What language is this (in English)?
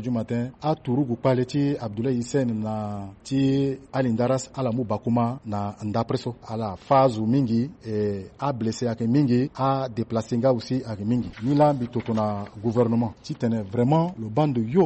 Sango